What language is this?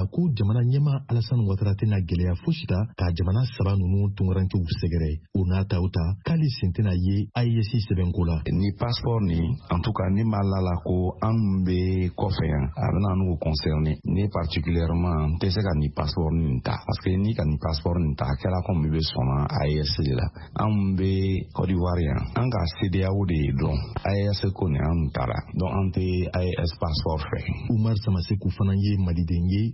Bambara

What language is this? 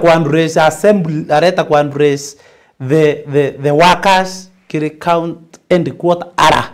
Meru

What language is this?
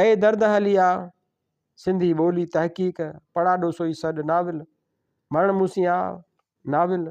Sindhi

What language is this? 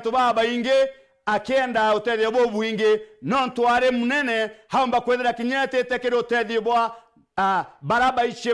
Meru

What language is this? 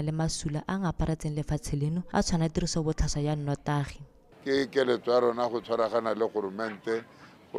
Tswana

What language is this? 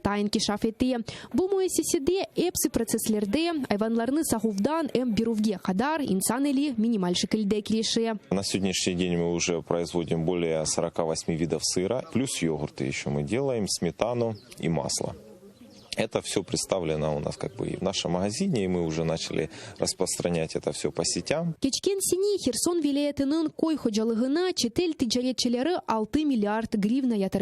Crimean Tatar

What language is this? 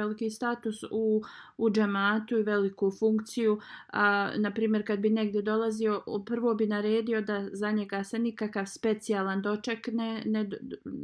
Bosnian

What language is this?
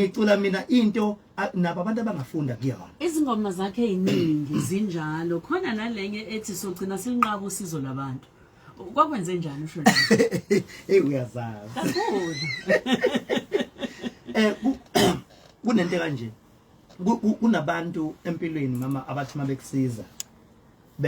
Zulu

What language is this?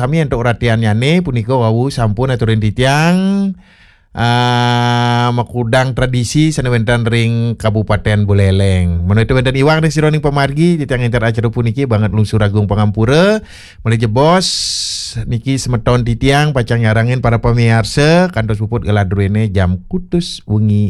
Balinese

